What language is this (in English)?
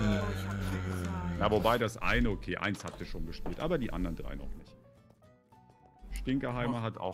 German